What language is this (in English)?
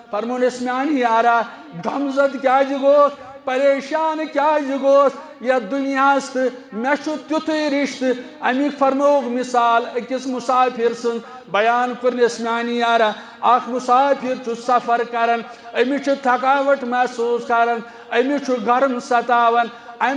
Kashmiri